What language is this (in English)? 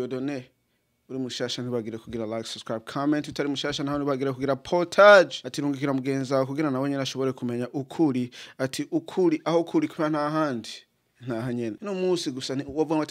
Rundi